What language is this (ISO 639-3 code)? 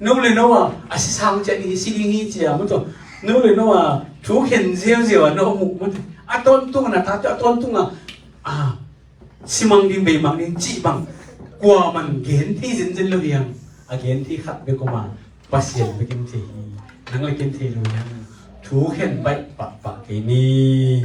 ctd